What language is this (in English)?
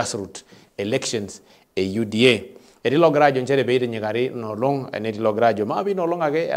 Masai